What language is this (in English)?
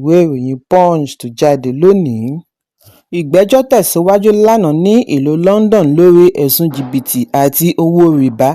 Yoruba